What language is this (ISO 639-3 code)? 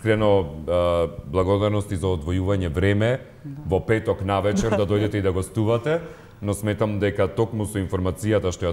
mkd